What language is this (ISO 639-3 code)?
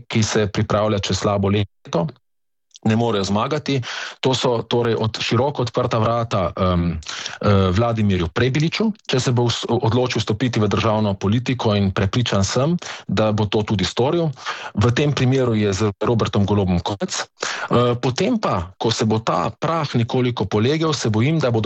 slv